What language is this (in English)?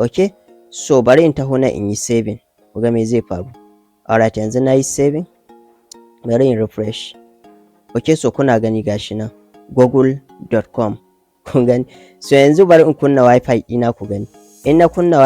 Hausa